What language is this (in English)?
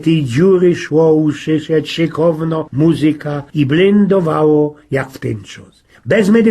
Silesian